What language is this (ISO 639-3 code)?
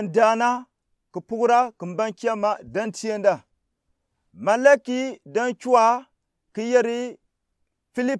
gux